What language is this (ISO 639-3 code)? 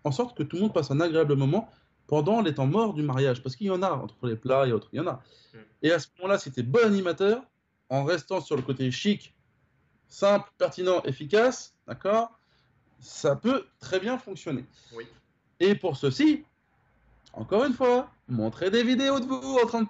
fra